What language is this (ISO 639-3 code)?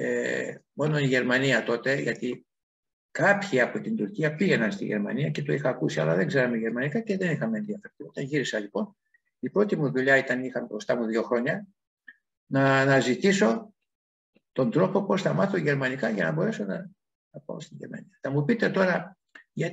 ell